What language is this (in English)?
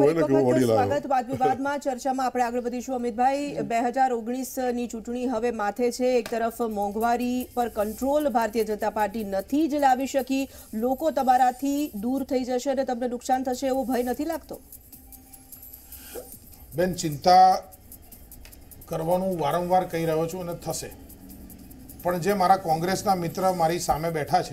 Gujarati